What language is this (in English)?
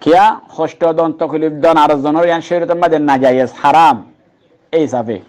Rohingya